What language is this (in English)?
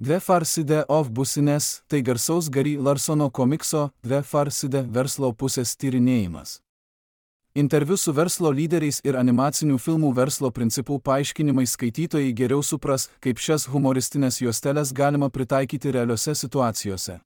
Lithuanian